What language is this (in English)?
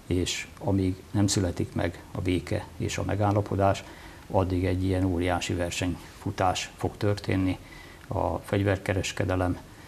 Hungarian